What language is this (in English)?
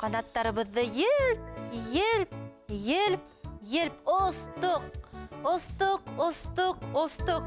Bashkir